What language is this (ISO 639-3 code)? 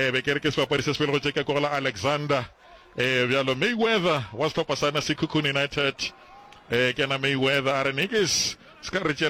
nso